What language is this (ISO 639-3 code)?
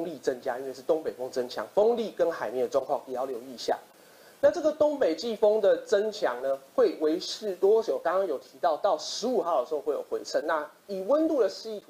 zho